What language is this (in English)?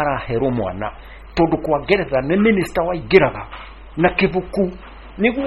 Kikuyu